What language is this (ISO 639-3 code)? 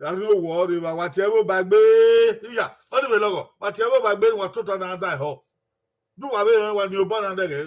bin